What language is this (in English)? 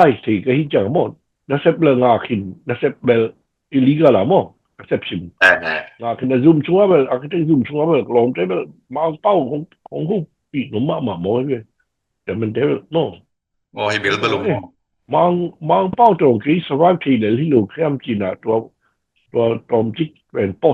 Tedim Chin